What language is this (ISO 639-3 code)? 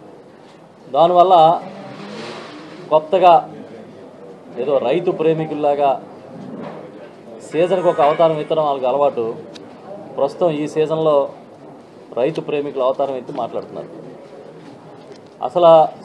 tel